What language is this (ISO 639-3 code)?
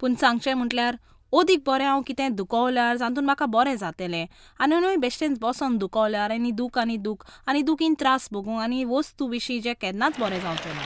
kok